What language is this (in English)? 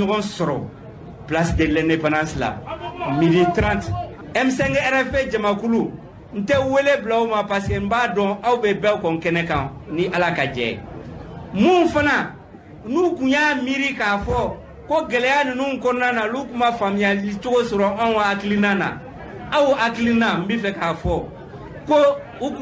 Bambara